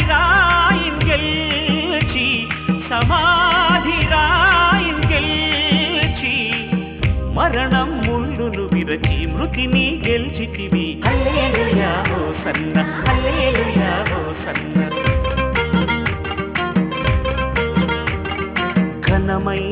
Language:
Telugu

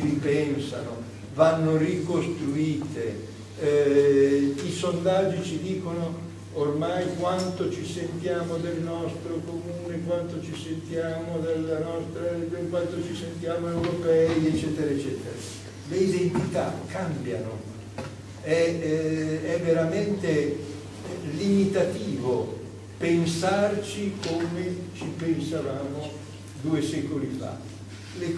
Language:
Italian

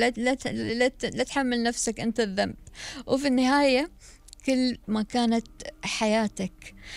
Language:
Gulf Arabic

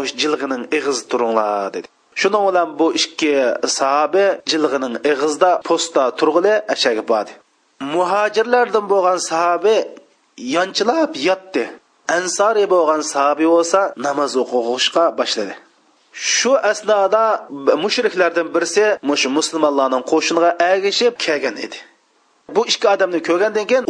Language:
Uyghur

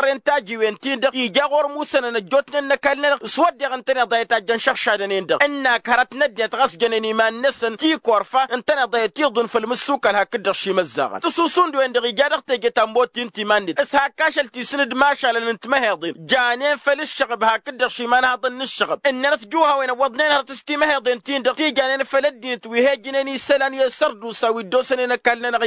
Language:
Tamasheq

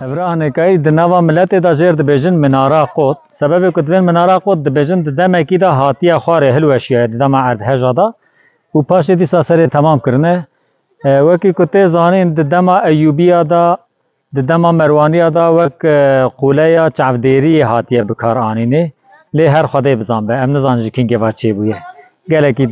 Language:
Kurdish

